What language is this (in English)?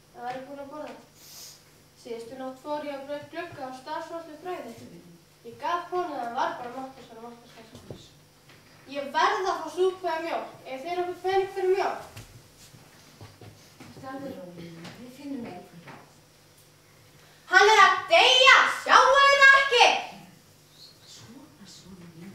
Icelandic